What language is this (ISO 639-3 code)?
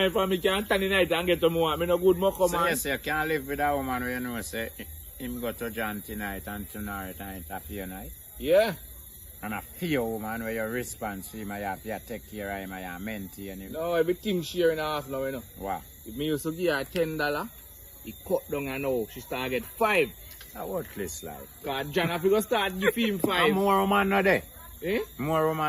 jam